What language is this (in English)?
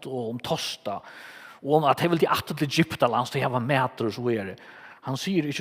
Faroese